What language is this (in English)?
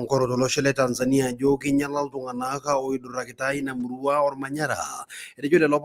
Masai